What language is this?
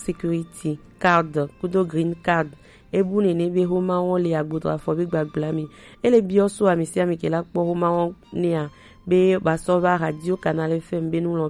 Gen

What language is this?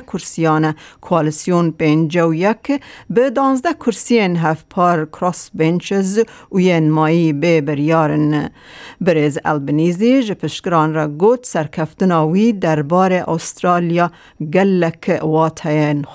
Kurdish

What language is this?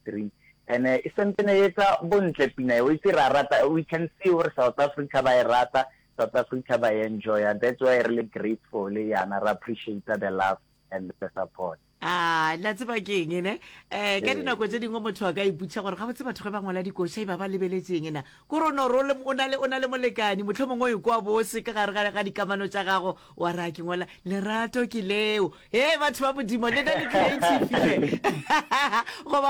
Northern Sotho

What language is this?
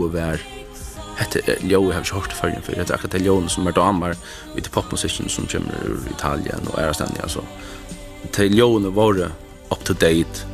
Faroese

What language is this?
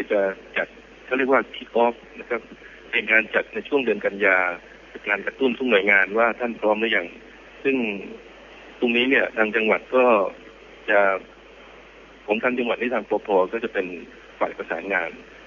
Thai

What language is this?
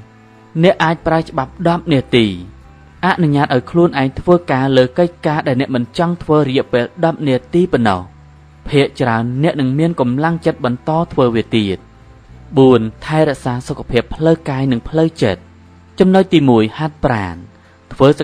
Khmer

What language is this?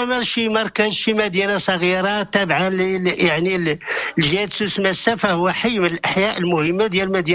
Moroccan Arabic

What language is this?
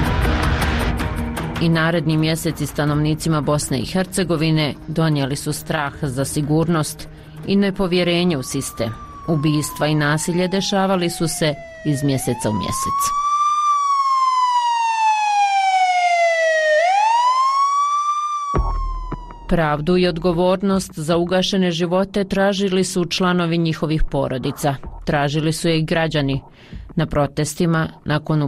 Bosnian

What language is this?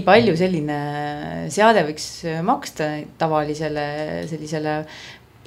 Estonian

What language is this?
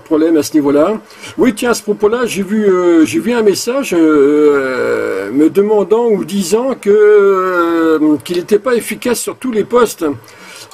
French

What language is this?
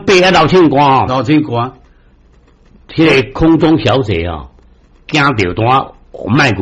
Min Nan Chinese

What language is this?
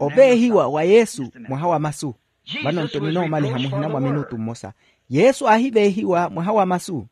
Makhuwa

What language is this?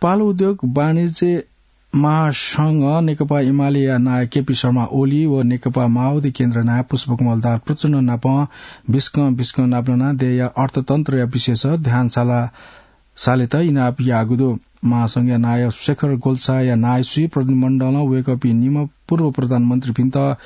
Newari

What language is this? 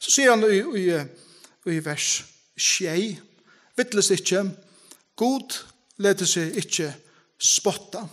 Faroese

